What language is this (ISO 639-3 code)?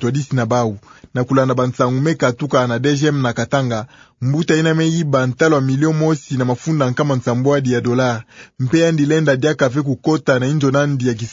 ktu